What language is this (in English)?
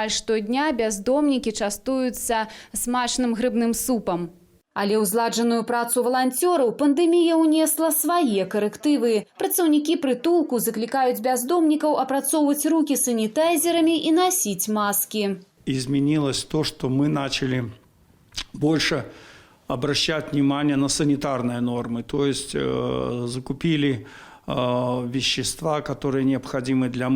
Belarusian